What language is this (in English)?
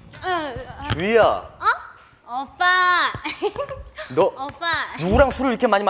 Korean